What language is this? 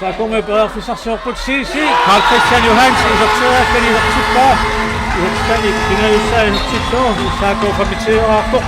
Kalaallisut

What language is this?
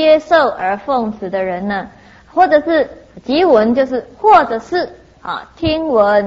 Chinese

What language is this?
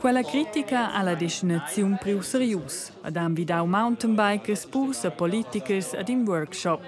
Romansh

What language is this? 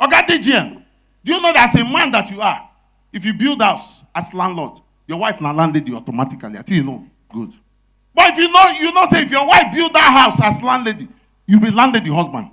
Nigerian Pidgin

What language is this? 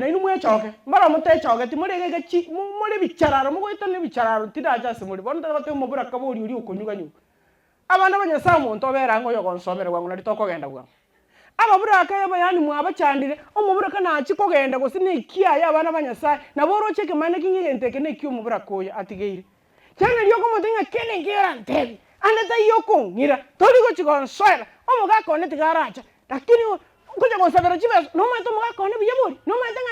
Gusii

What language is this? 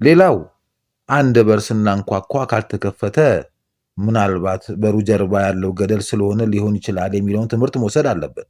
Amharic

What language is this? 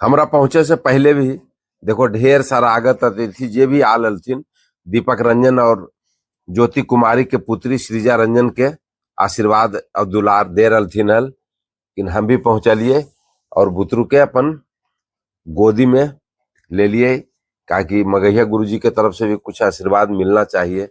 Magahi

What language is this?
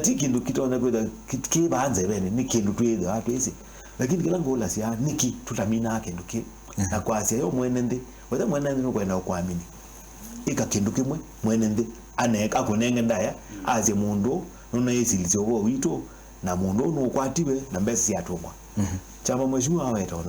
Kamba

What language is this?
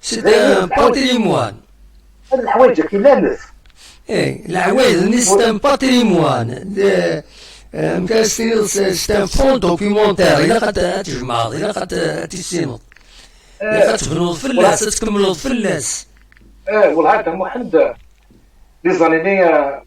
Kabyle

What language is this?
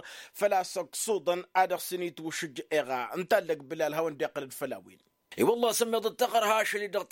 Tamasheq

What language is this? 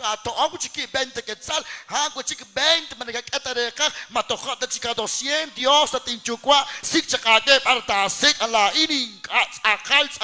Kekchí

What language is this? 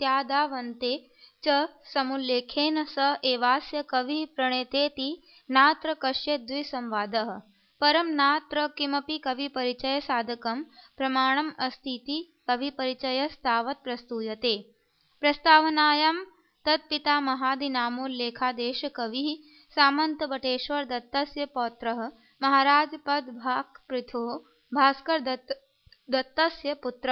Sanskrit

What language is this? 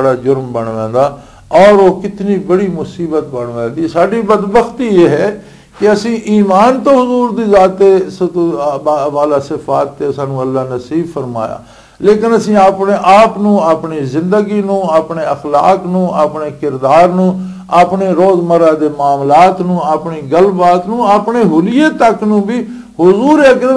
Western Panjabi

